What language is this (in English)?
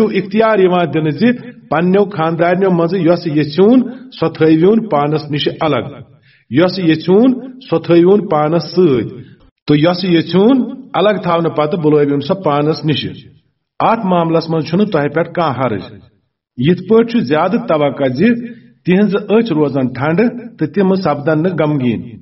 Kashmiri